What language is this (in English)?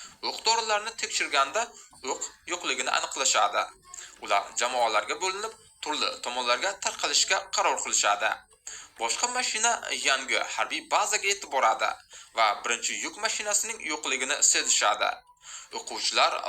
Uzbek